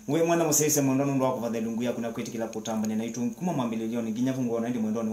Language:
Kamba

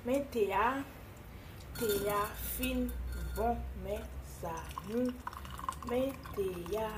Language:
Haitian Creole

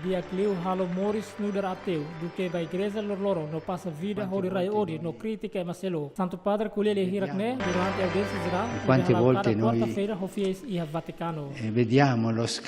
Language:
Tetum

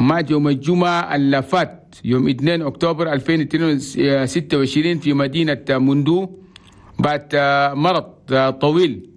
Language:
Chadian Arabic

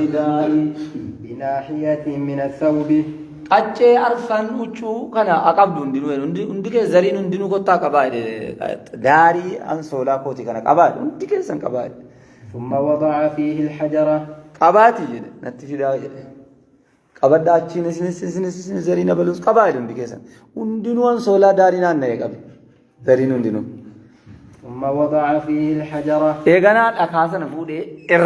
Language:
Oromo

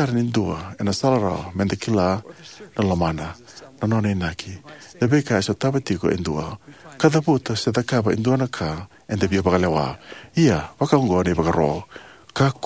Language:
Fijian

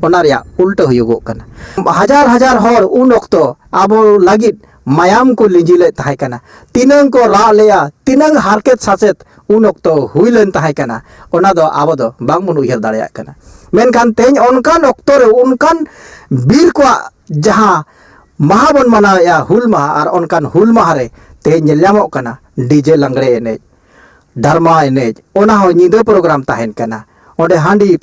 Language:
Santali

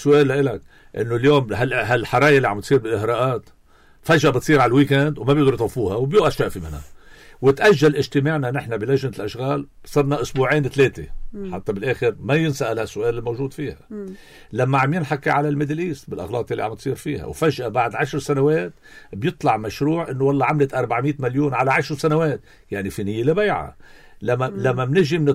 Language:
North Levantine Arabic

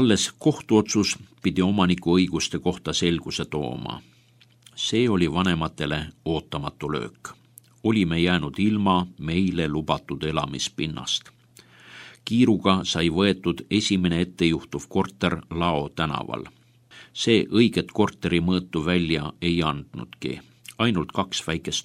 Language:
Estonian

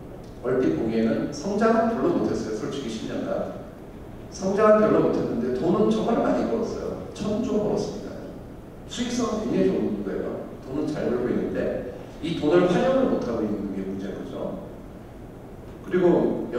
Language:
Korean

